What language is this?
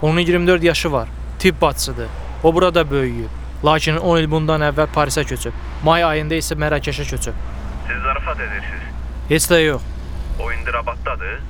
Azerbaijani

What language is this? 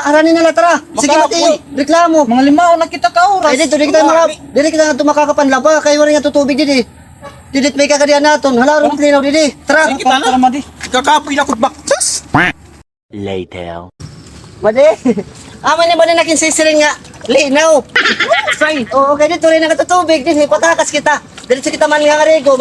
Waray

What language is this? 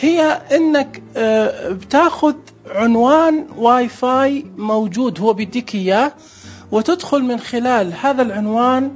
Najdi Arabic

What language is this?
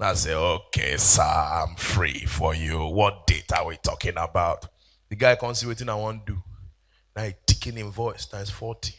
Nigerian Pidgin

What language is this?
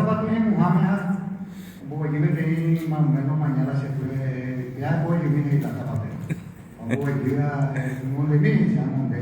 Guarani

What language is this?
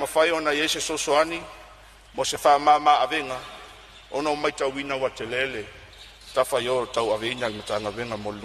Samoan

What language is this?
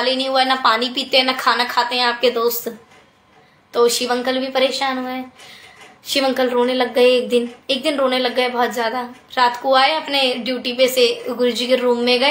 Hindi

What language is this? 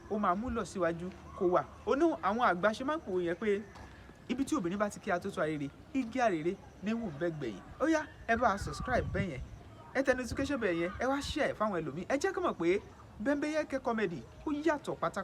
Yoruba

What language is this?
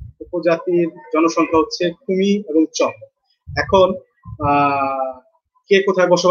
Bangla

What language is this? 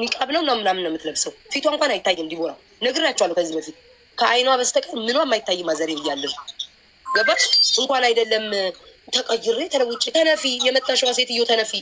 Amharic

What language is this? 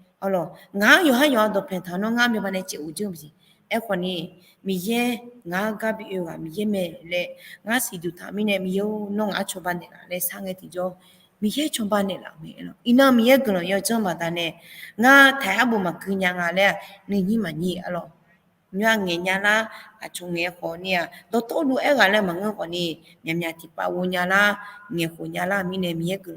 Akha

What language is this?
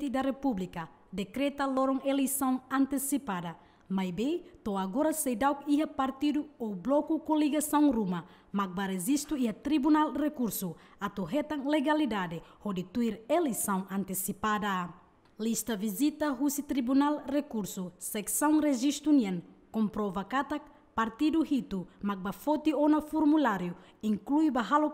Tetum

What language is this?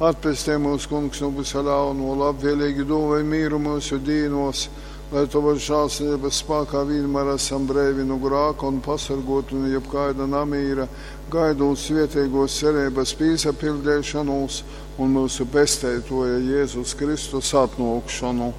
Latgalian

